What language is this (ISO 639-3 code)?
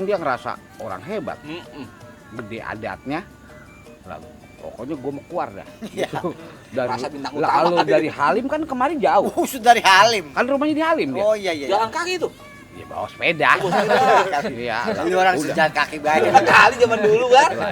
bew